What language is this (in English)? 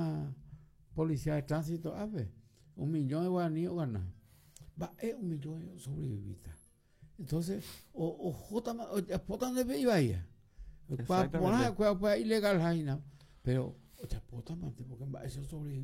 Guarani